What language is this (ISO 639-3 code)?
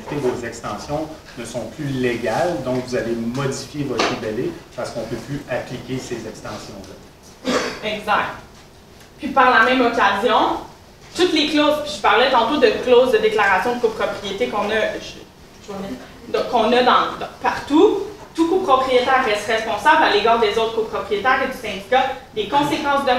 fra